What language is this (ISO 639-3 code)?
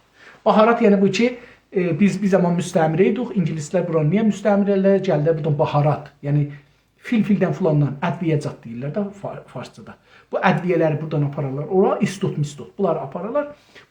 azb